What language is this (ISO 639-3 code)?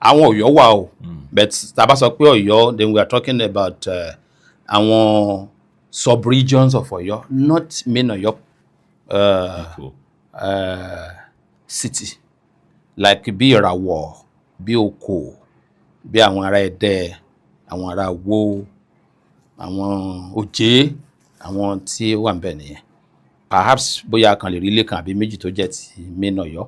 yor